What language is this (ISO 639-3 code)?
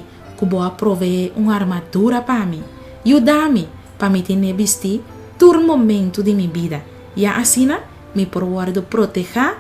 pap